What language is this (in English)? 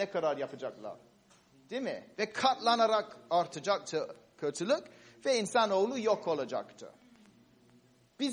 Turkish